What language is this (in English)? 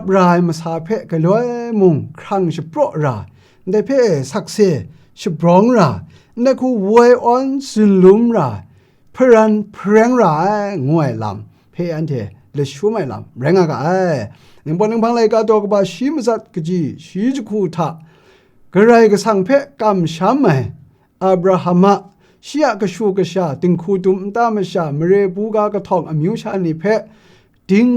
Kachin